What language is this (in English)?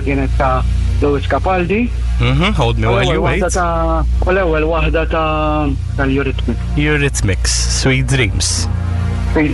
Maltese